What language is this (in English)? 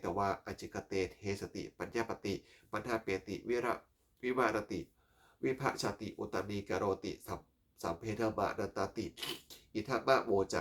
Pali